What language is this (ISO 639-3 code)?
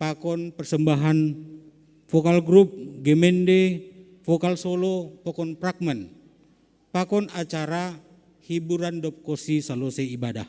bts